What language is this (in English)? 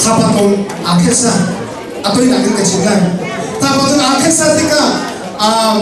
Hakha Chin